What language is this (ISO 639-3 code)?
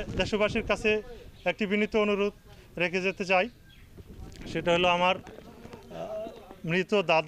ben